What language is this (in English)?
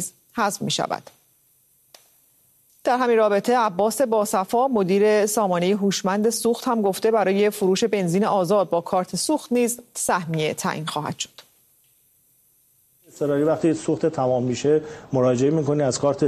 Persian